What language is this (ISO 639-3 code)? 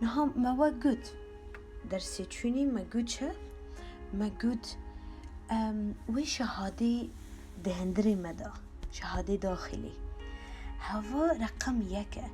kur